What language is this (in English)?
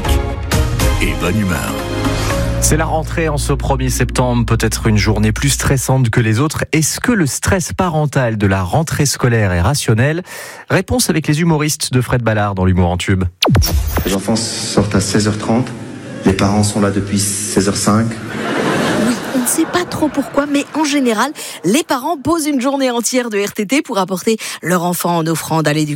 French